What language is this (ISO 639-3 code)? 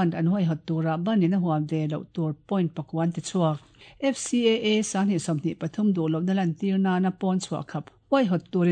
lus